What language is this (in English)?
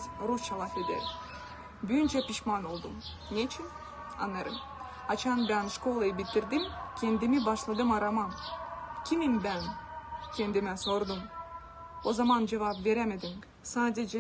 Gagauz